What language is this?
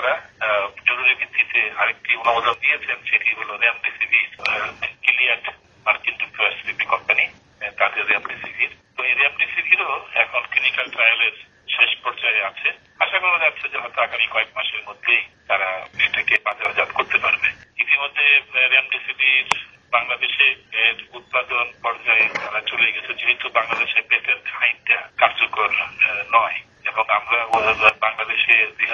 Bangla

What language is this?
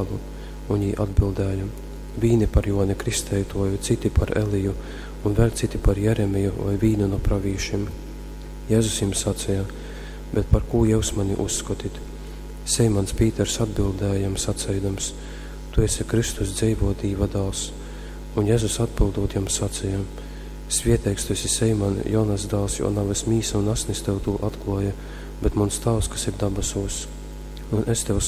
Latgalian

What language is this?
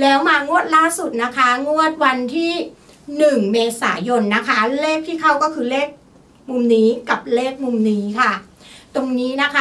Thai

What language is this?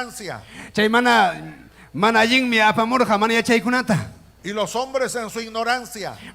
Ayacucho Quechua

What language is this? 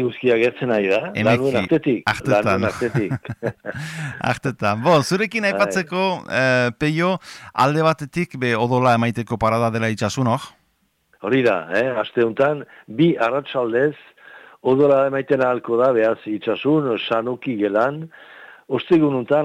Basque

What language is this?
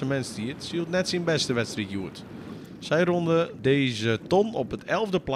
Western Frisian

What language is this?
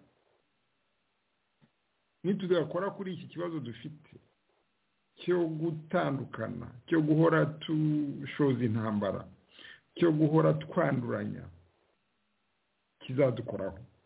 Kinyarwanda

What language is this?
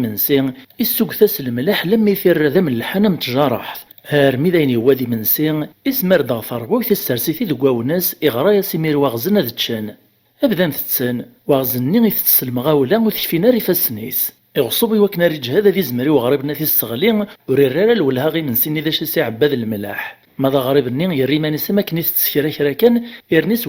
Kabyle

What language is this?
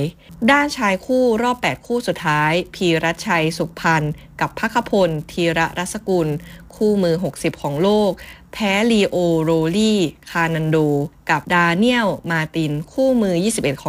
Thai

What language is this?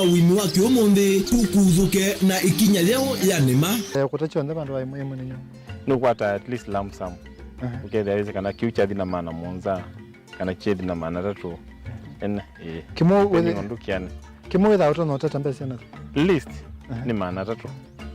Kamba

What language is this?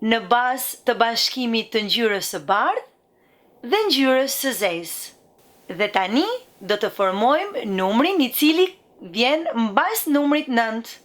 Albanian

